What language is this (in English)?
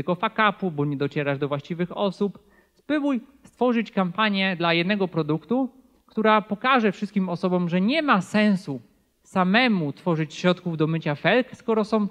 Polish